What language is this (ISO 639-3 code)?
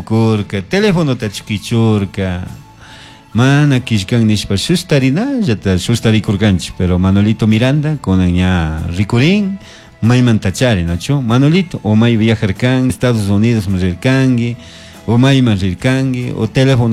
qug